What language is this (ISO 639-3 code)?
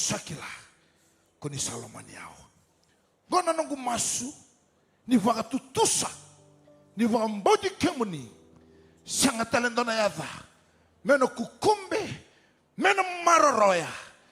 fij